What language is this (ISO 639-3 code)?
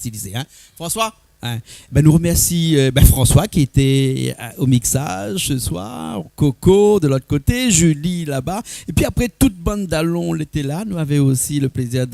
rcf